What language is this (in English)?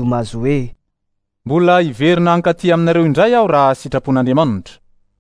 Malagasy